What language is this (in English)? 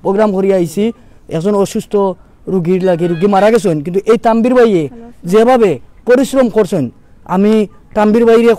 Sylheti